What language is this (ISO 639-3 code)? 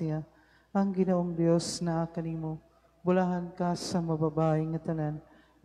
ceb